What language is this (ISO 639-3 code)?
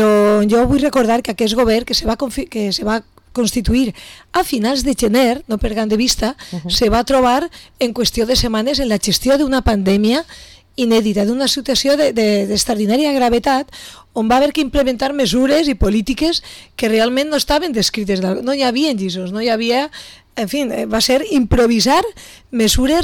cat